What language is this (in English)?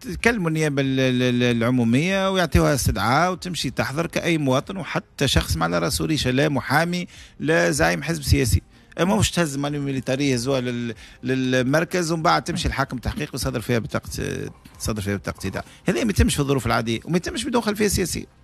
Tunisian Arabic